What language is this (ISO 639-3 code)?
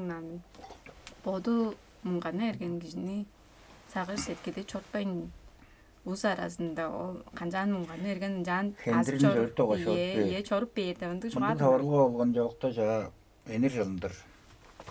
tyv